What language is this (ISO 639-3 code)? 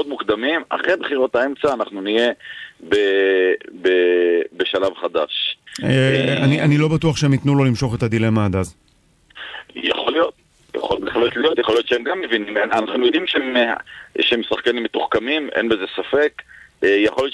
heb